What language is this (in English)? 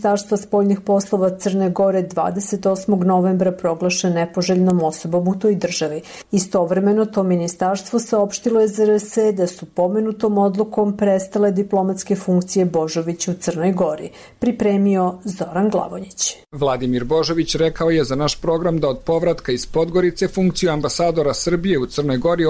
Serbian